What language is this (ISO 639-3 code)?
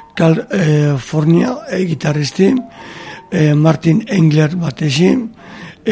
eus